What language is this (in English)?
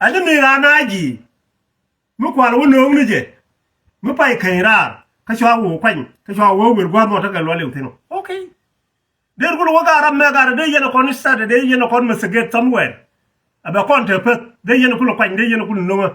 Nuer